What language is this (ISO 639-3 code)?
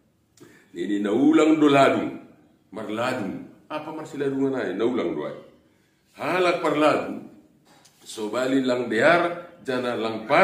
bts